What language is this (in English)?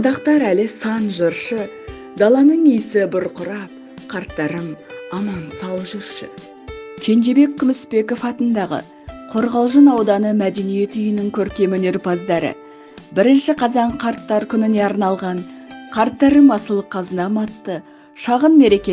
Kazakh